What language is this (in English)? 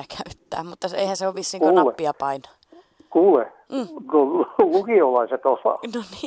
Finnish